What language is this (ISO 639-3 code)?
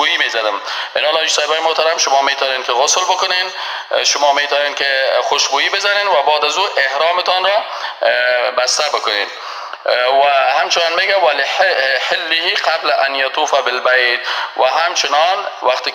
fas